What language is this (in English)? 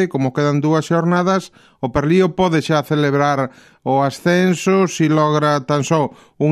Galician